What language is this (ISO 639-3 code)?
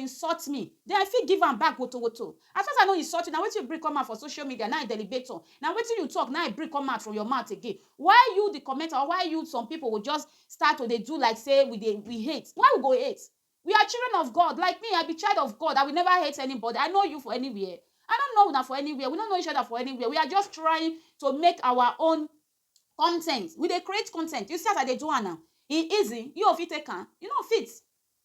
pcm